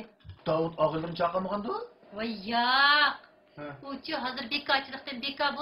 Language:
Uyghur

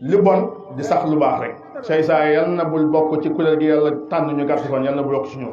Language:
Wolof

